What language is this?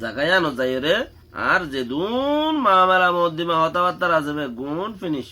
Rohingya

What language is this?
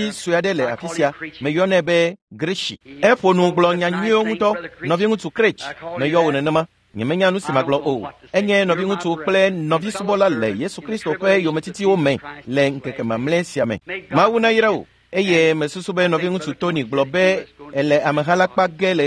Ewe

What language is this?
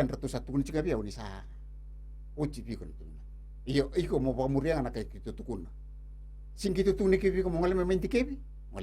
Fijian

